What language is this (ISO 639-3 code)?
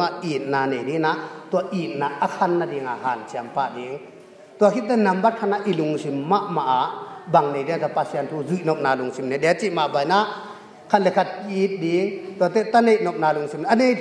ctd